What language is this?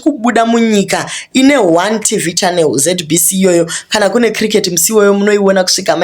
Shona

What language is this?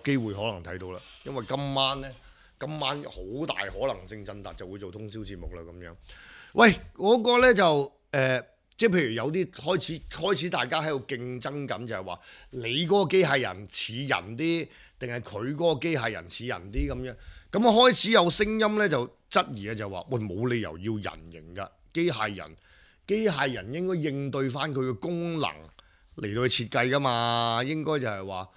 Cantonese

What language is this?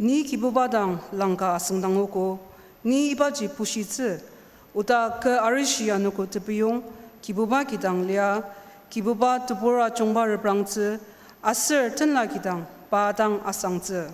Ao Naga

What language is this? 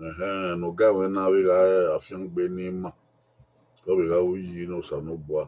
Bini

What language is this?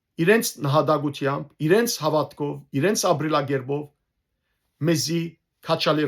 Western Armenian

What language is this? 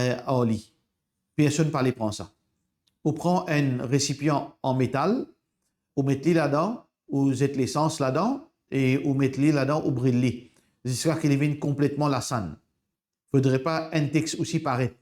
Morisyen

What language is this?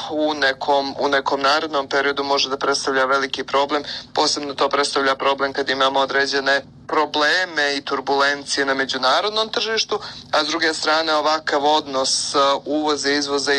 Bosnian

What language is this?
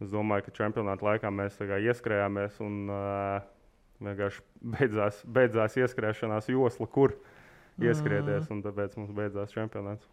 Latvian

